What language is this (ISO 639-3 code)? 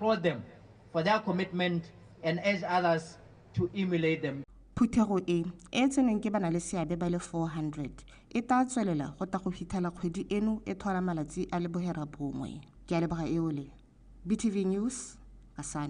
tsn